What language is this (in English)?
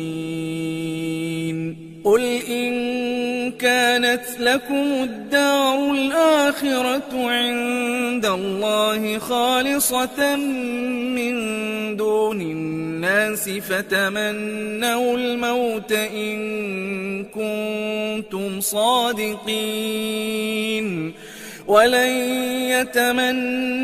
Arabic